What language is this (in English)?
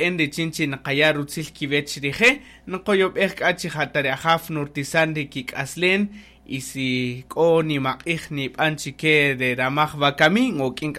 Kaqchikel